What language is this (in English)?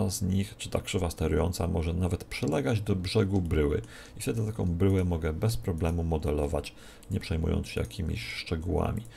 Polish